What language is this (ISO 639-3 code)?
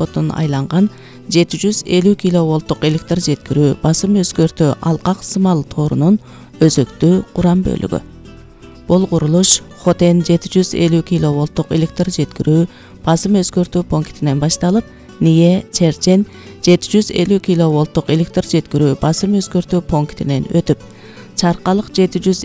kir